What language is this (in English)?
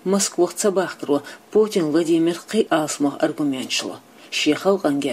Chechen